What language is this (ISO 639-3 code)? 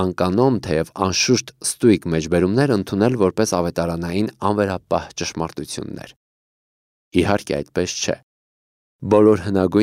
hye